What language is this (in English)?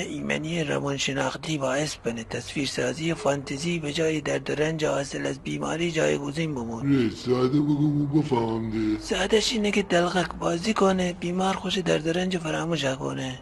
Gilaki